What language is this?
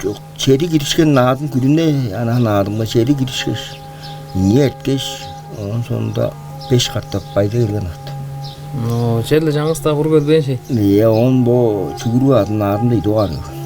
Tuvinian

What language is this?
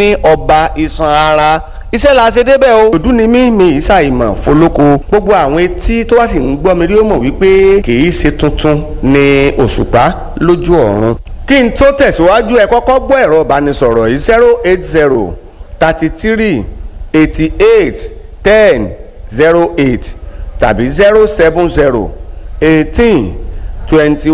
Yoruba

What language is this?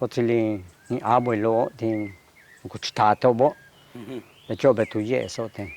Yucateco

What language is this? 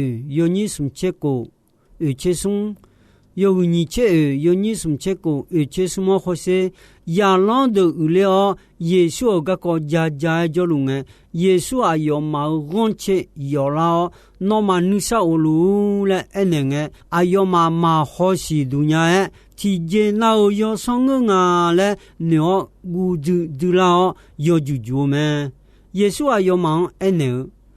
Akha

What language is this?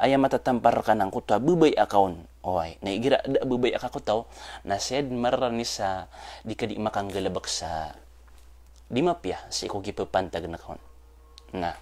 Maranao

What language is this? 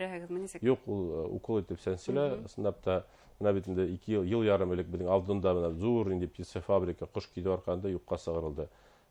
Bashkir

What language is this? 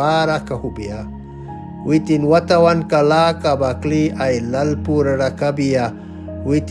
Mískito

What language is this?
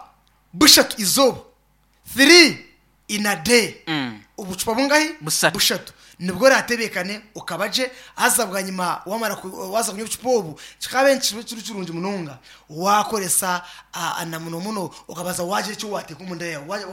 Nyankole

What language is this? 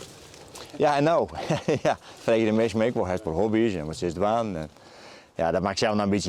Western Frisian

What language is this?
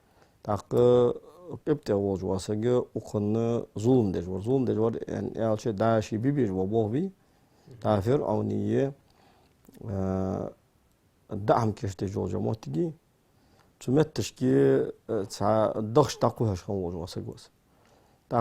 Ingush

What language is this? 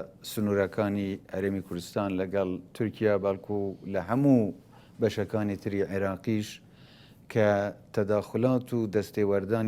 Central Kurdish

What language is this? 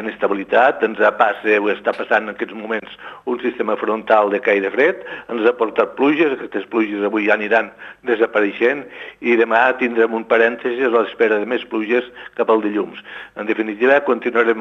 Catalan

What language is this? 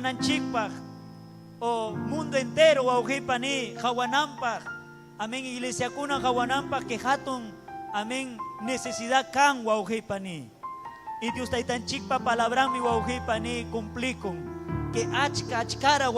Ayacucho Quechua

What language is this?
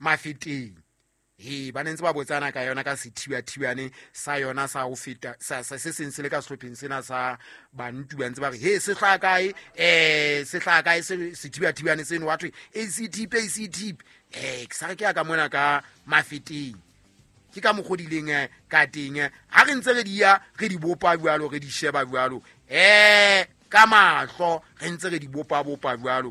Southern Sotho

